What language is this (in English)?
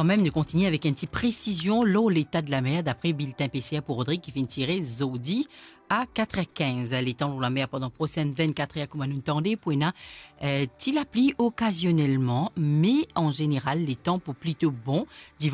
Morisyen